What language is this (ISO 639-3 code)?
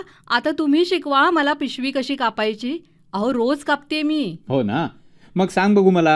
mar